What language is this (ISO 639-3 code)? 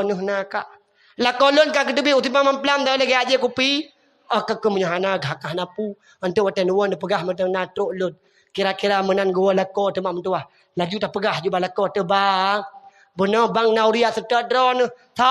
ace